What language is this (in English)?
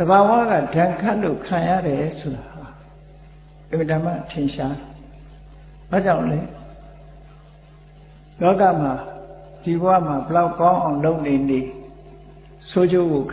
Burmese